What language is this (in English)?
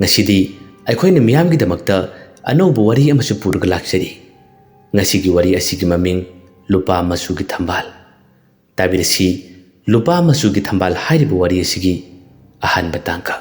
Manipuri